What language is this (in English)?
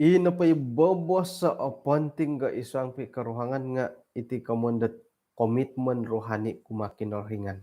Central Dusun